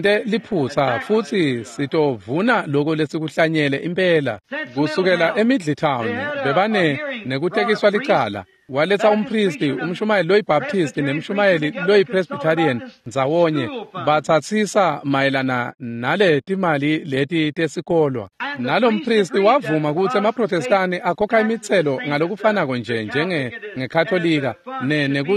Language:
Swati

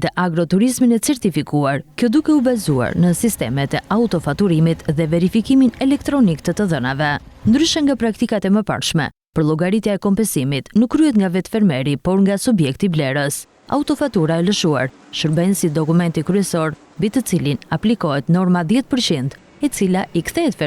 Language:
Albanian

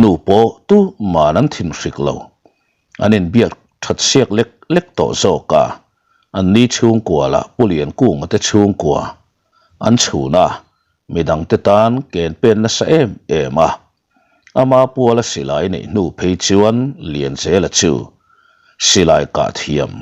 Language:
Mizo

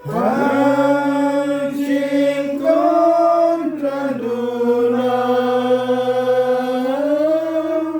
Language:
Central Mnong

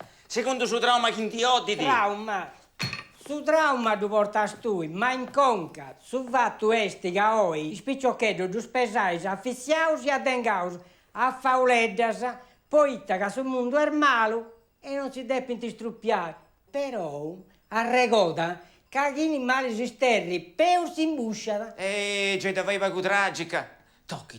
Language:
Sardinian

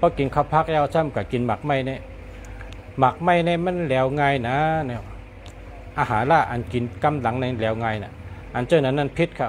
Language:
Shan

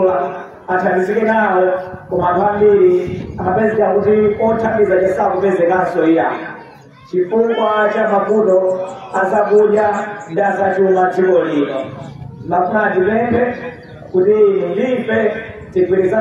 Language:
Nyanja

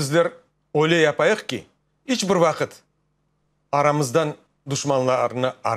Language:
Crimean Tatar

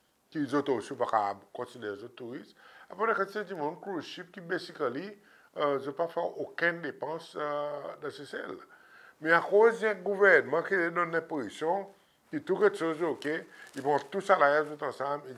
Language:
Seselwa Creole French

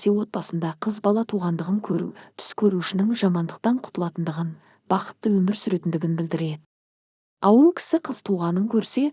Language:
Kazakh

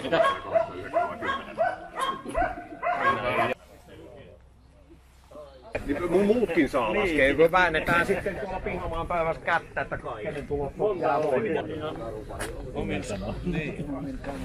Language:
Finnish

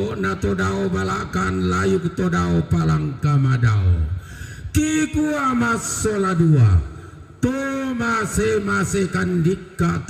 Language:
Toraja-Sa'dan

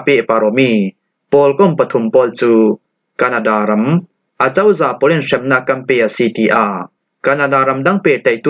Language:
Falam Chin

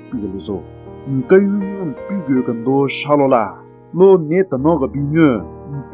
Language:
Southern Rengma Naga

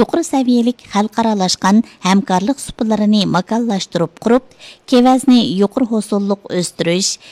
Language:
Uyghur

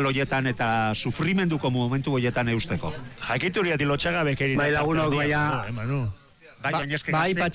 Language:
Basque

